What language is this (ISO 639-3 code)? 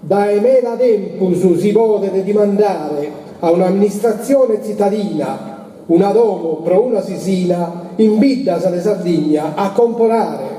srd